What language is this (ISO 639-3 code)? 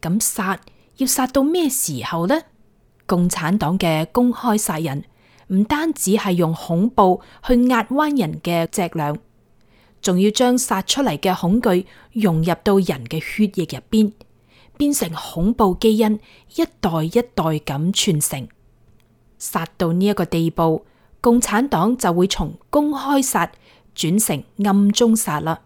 yue